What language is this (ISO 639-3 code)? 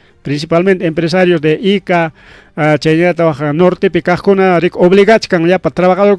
quy